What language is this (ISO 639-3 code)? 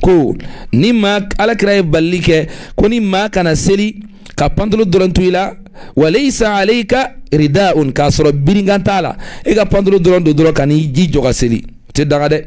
bam